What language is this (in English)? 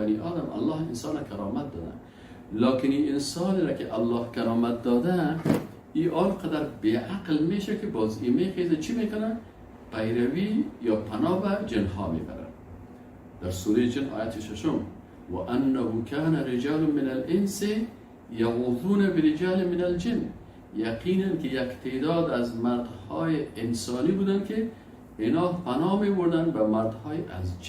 Persian